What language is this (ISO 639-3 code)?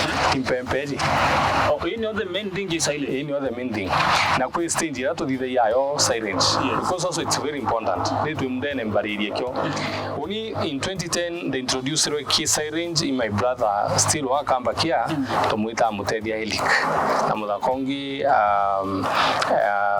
mer